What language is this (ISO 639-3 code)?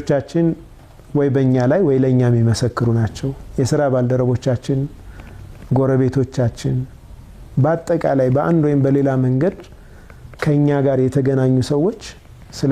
amh